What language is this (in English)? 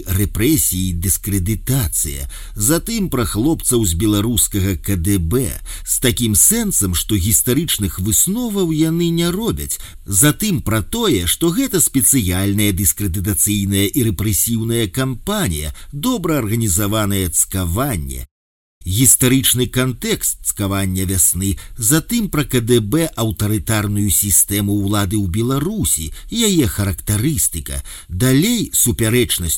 Belarusian